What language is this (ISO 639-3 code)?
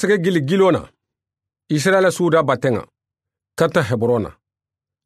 snk